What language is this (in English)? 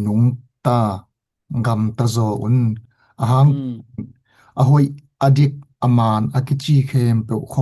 Tedim Chin